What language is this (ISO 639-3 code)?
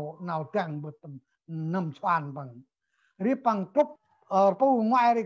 cmo